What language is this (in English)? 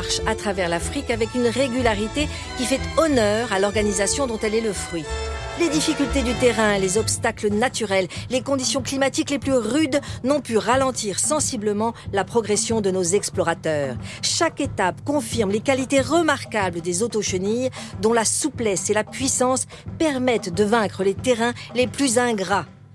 French